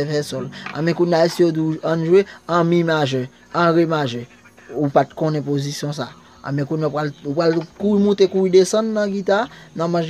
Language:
Haitian Creole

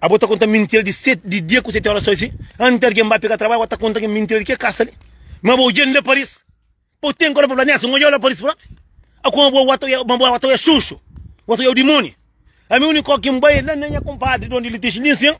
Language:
Kabuverdianu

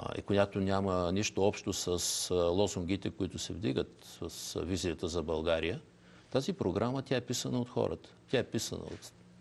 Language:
Bulgarian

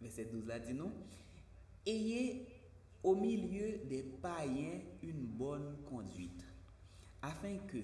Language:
Haitian Creole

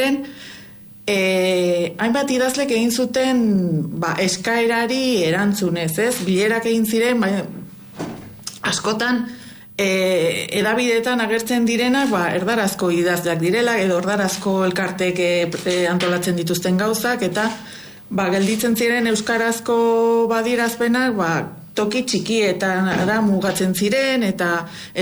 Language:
Basque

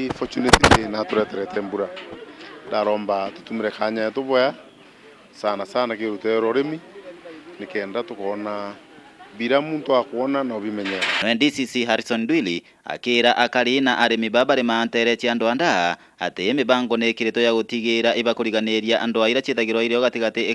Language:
Meru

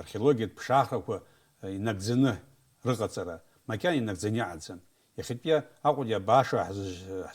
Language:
Abkhazian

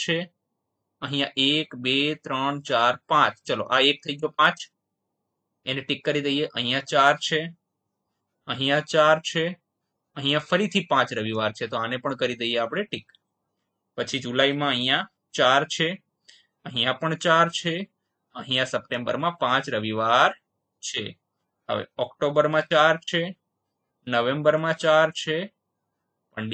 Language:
Gujarati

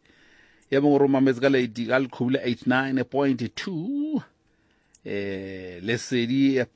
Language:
Southern Sotho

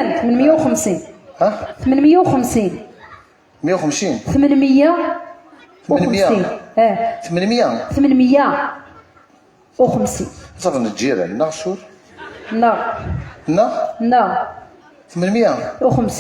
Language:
Kabyle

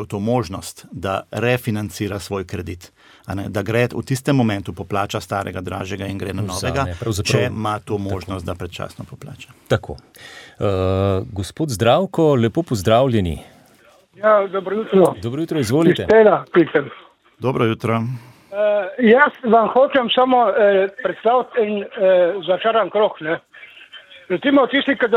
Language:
Slovenian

